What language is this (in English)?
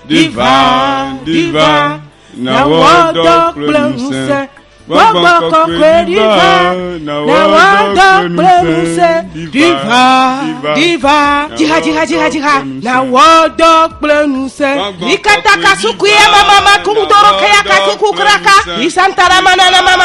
Ewe